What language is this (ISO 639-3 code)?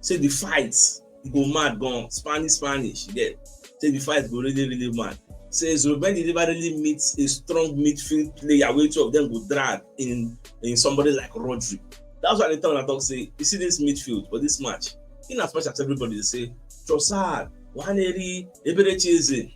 pcm